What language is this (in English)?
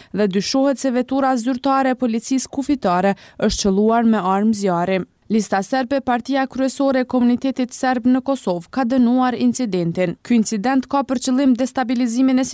Albanian